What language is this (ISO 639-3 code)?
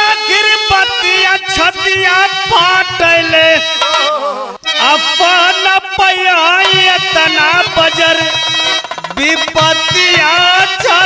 bho